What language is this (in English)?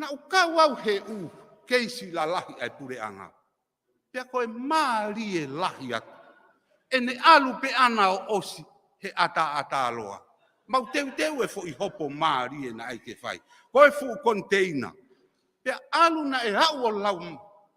Tongan